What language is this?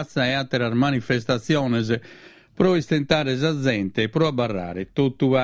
Sardinian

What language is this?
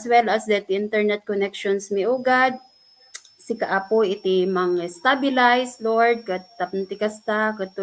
Iloko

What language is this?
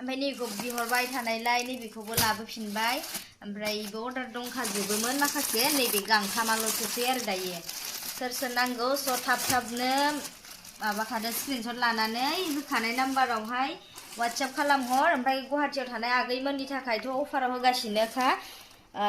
Bodo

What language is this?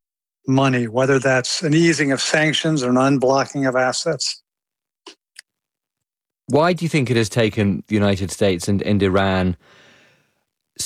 English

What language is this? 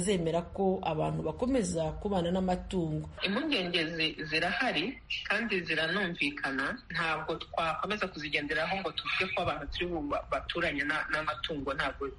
Kinyarwanda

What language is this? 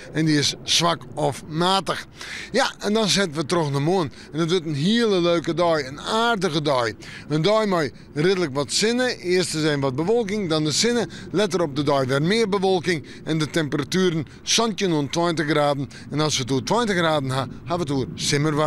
Western Frisian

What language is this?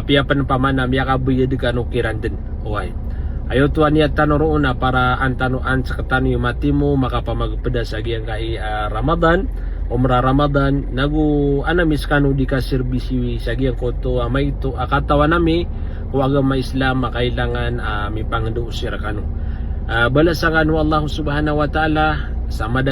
Maranao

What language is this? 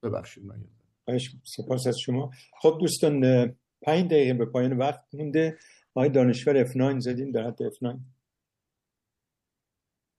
Persian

